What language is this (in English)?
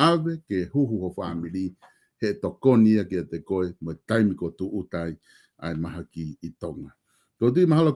Tongan